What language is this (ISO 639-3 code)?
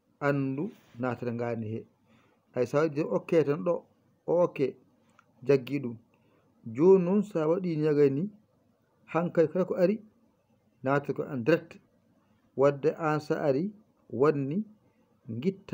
ful